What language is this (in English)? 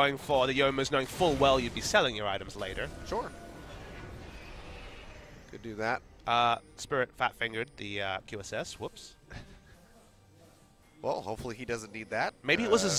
English